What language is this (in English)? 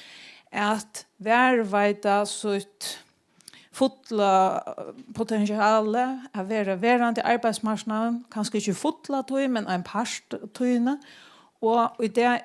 Faroese